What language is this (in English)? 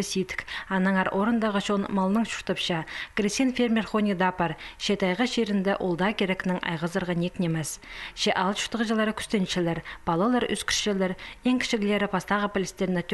Khakas